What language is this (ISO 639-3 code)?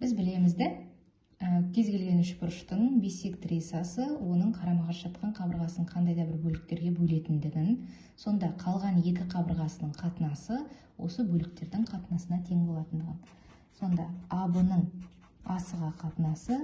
kaz